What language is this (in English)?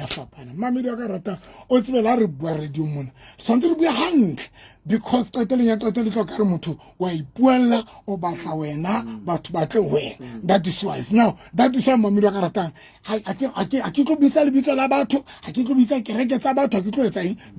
Southern Sotho